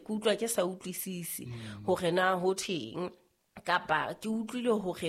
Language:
Southern Sotho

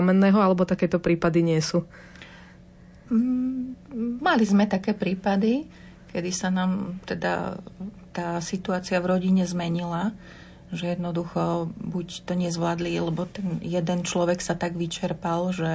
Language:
Slovak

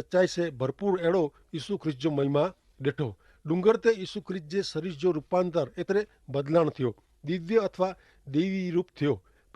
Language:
Kachhi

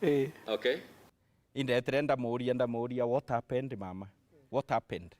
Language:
Meru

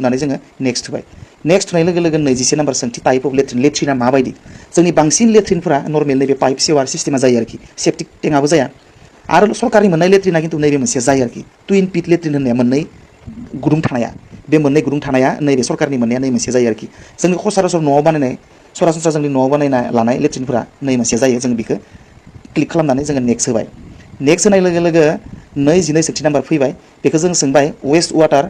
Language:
Bodo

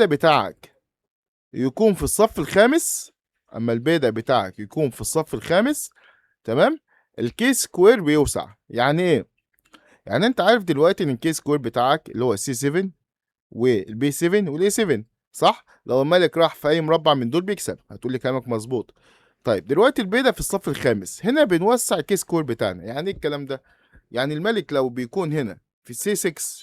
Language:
Egyptian Arabic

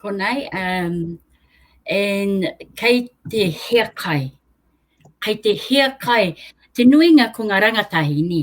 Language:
Māori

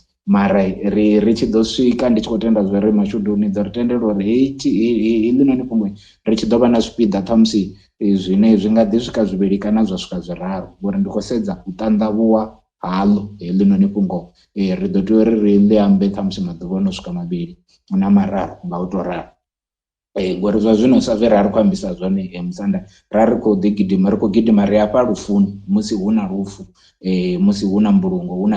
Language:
Venda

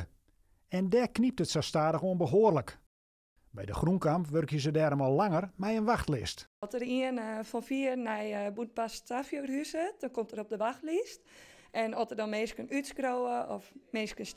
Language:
Western Frisian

